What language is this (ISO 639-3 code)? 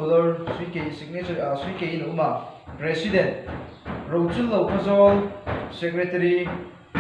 hmr